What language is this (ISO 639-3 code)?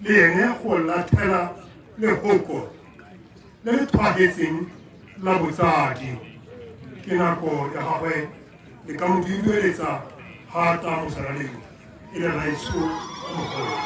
tsn